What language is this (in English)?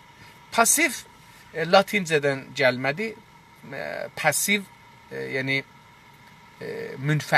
South Azerbaijani